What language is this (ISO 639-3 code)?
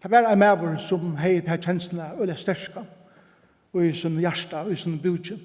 fao